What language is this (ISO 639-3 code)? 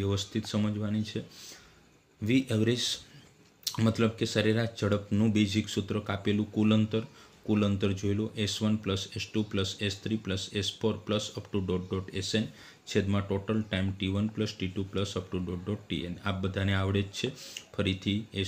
guj